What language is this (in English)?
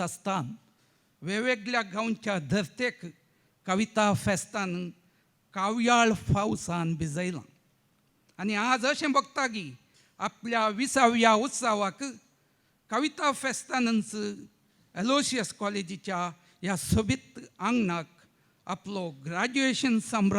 Konkani